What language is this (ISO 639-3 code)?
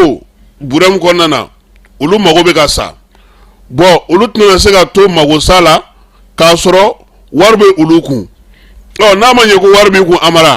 bam